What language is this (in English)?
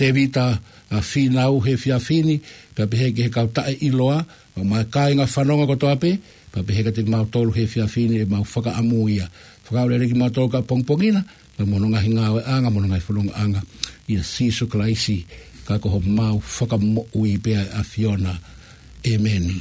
Tongan